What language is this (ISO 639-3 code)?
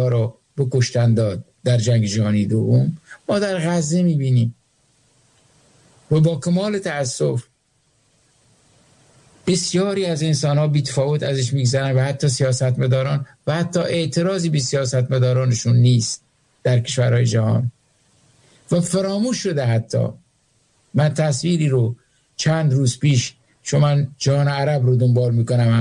fas